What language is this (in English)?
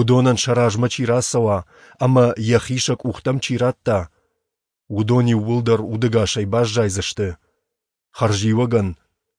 Ossetic